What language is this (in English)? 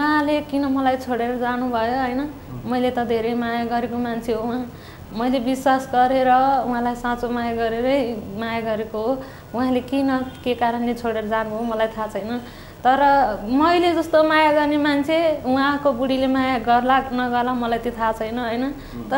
Nepali